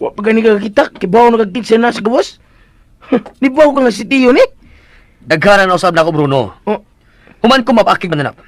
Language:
Cebuano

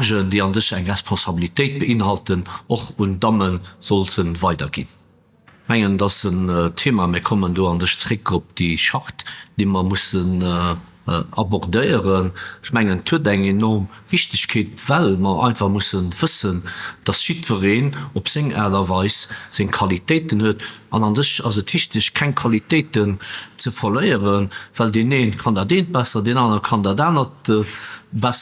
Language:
Luxembourgish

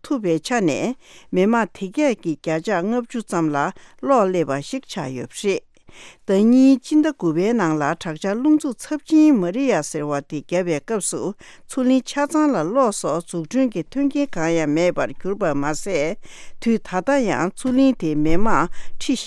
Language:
Tibetan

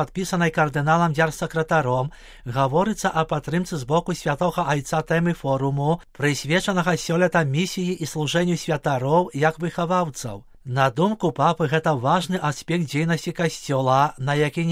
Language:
Belarusian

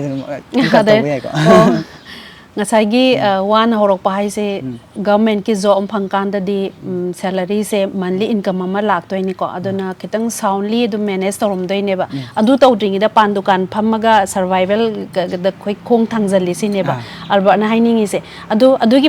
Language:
Manipuri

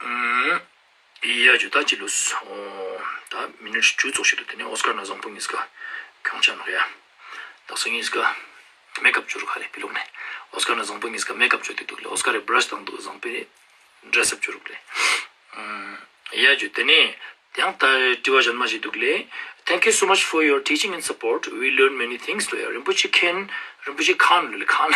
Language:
Ladakhi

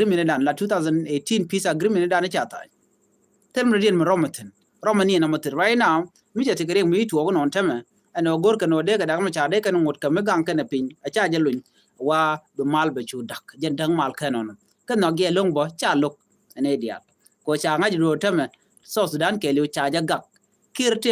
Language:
Nuer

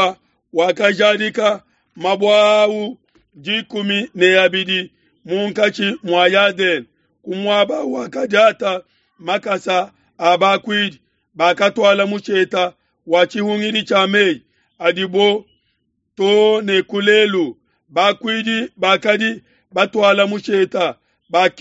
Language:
Luba-Lulua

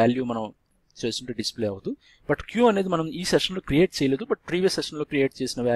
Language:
Telugu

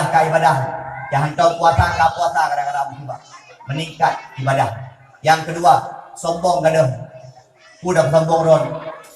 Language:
Achinese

